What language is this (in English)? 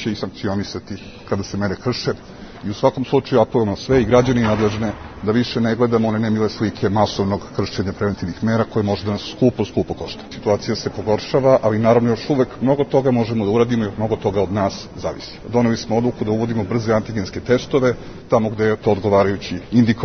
Serbian